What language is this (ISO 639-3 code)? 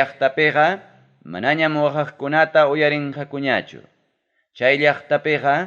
quy